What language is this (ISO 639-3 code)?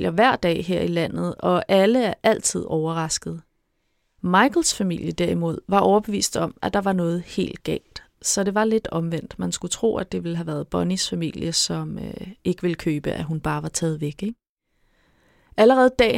dan